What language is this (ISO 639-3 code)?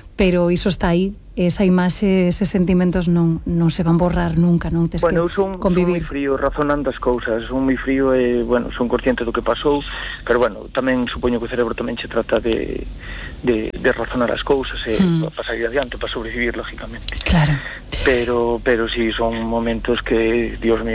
glg